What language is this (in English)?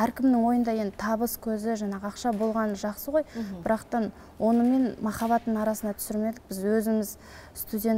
Kazakh